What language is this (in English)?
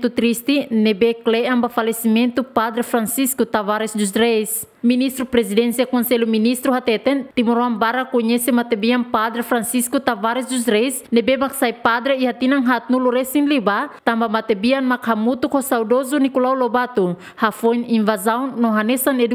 Tetum